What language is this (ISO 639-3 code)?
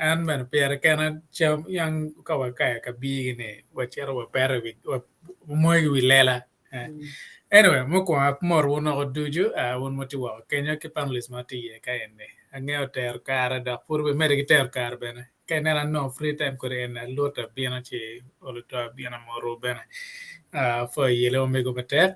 ach